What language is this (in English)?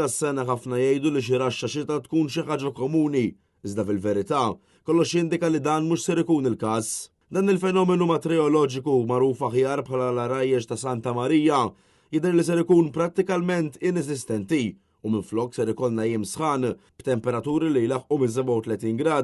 Maltese